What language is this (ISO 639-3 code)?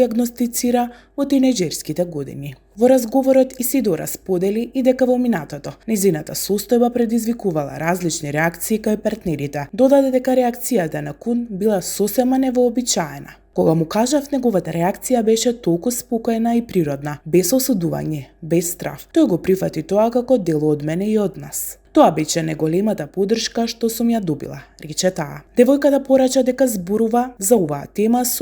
mkd